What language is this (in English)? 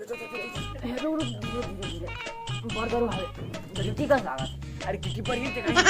Chhattisgarhi